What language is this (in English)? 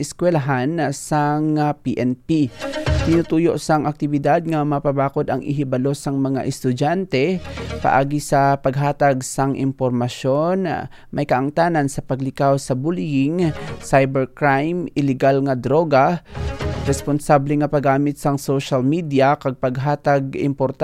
Hiligaynon